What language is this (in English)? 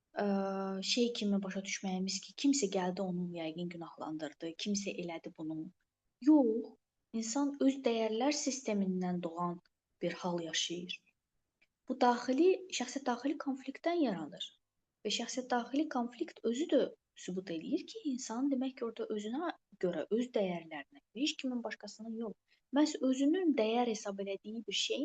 Azerbaijani